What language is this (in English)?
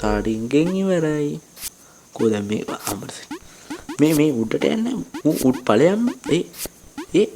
Sinhala